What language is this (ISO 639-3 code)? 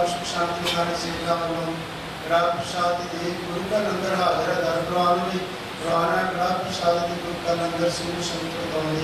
pan